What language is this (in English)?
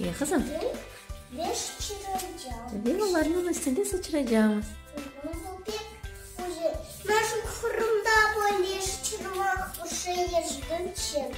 Crimean Tatar